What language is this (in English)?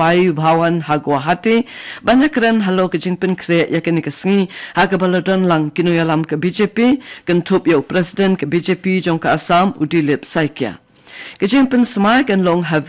Khasi